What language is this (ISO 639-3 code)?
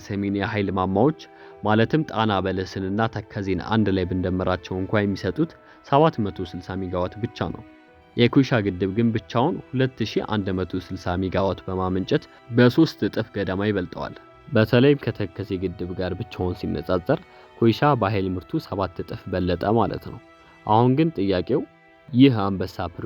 amh